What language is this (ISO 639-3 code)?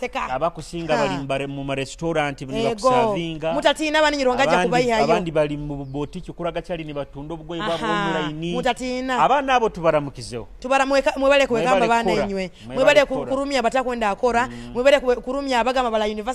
nyo